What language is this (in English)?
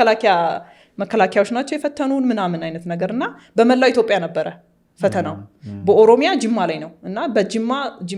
Amharic